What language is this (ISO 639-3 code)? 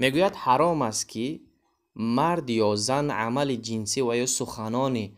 tgk